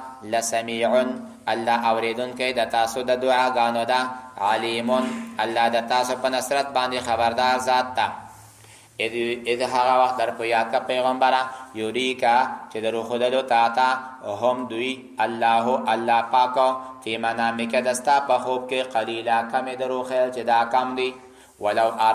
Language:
Pashto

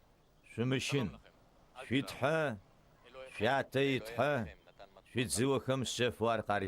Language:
Adyghe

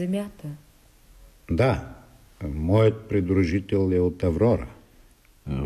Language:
Bulgarian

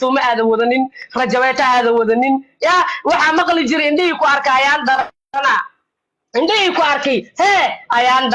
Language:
Somali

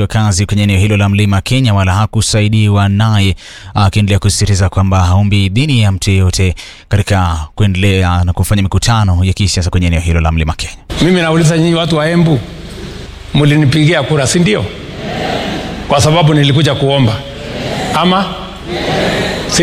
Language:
Swahili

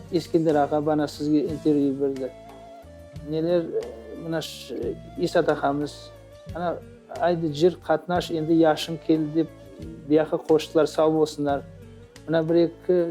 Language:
Crimean Tatar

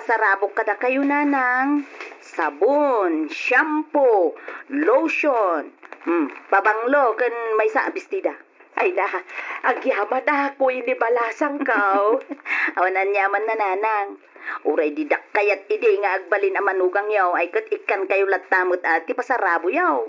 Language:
Iloko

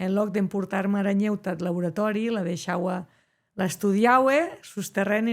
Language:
Occitan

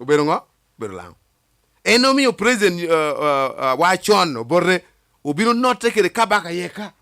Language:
Lango (Uganda)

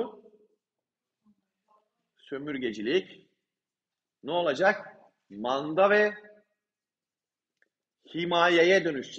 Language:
Turkish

